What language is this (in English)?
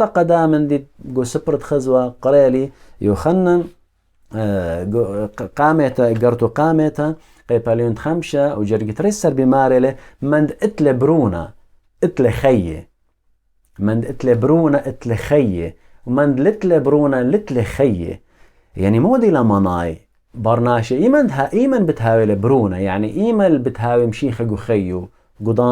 Assyrian Neo-Aramaic